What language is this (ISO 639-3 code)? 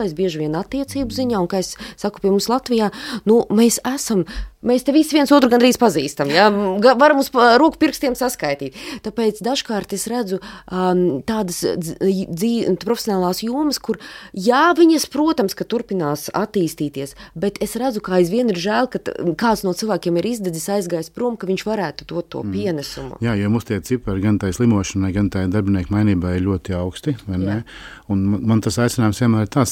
lav